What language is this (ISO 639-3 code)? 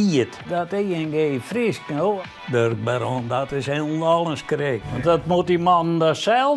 fry